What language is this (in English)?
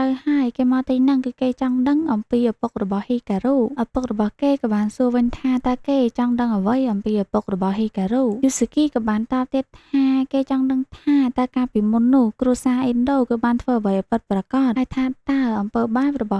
Khmer